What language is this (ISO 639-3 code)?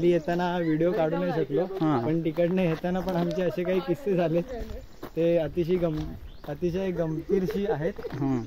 mar